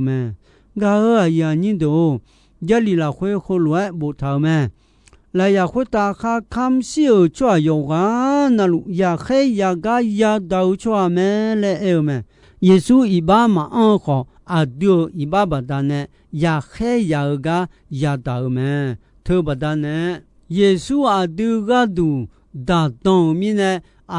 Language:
Akha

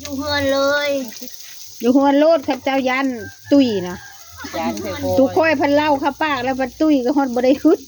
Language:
Northeastern Thai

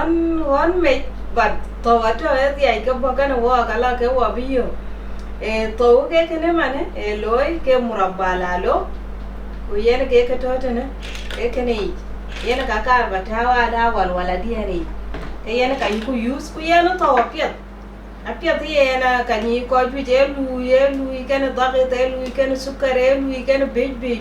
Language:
Dinka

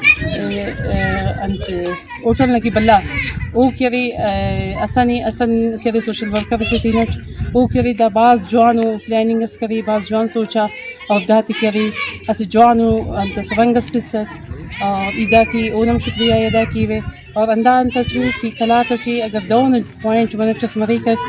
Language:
Brahui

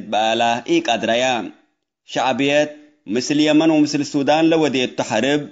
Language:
Tigre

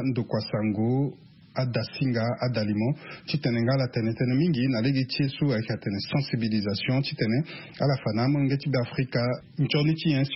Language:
Sango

